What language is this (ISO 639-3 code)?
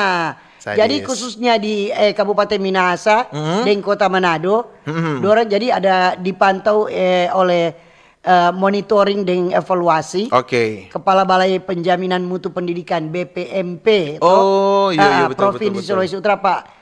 xmm